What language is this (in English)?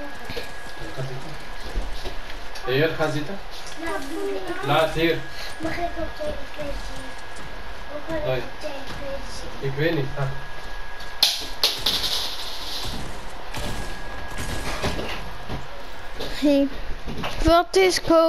Dutch